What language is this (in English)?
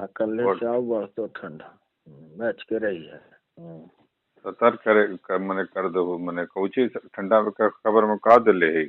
Magahi